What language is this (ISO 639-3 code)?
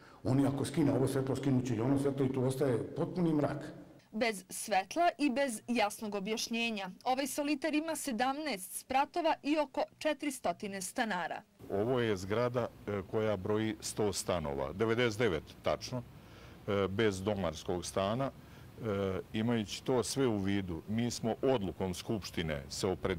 srp